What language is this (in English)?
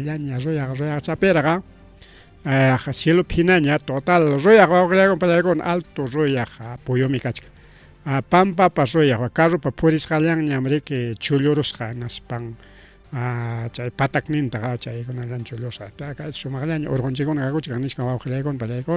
Ayacucho Quechua